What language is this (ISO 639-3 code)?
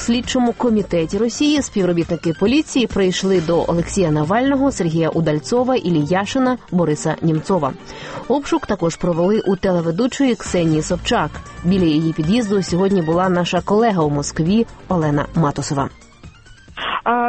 ukr